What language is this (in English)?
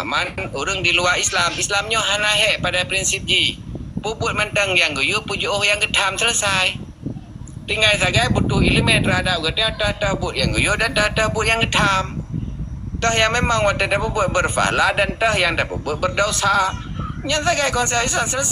Achinese